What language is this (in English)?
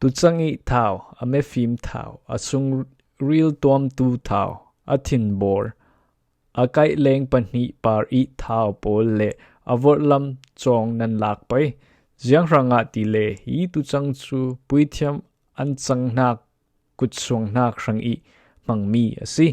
Falam Chin